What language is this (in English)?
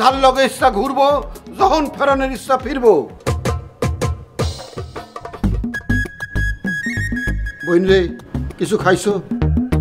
Bangla